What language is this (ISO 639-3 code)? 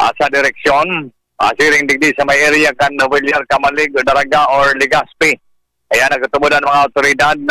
bik